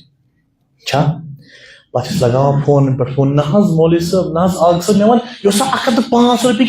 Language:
Kashmiri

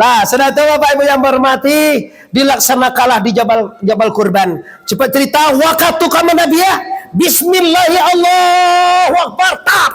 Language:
Minangkabau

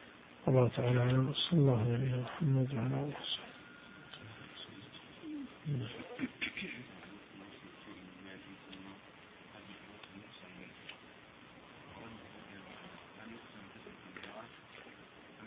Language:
Arabic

